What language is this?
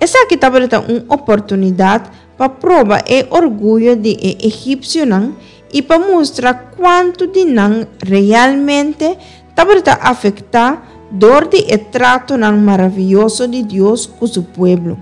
Papiamento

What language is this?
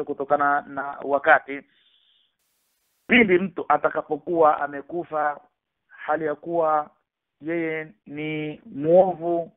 Swahili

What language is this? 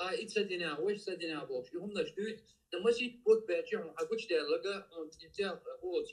Chechen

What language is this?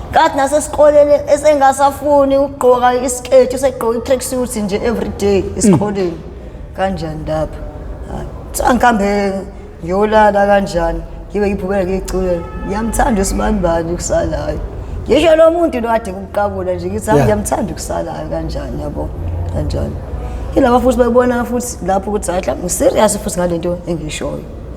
Zulu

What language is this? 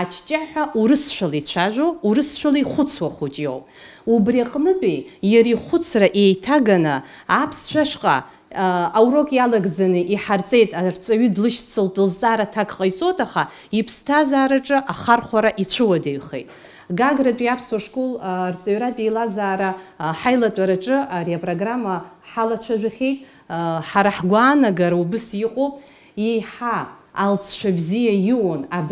Abkhazian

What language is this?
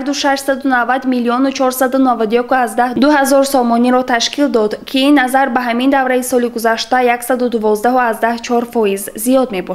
Tajik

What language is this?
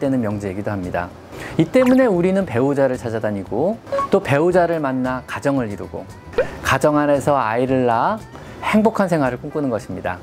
Korean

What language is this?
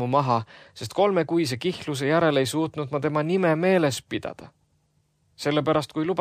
Estonian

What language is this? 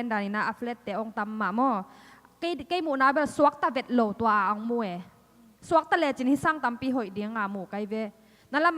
Tedim Chin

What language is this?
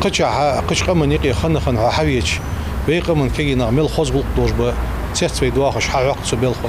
Ingush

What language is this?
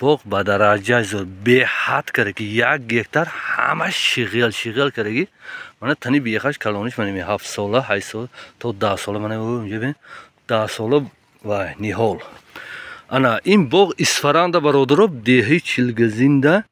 Tajik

